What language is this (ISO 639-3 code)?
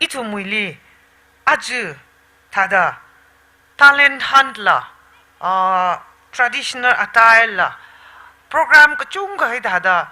nmf